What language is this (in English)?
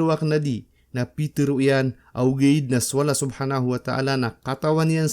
Maranao